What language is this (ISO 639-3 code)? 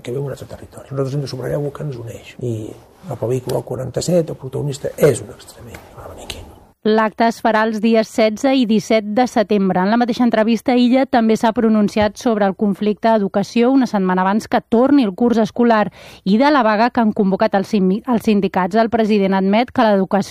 cat